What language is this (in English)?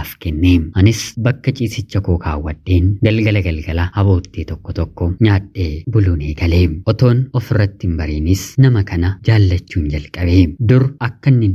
Oromo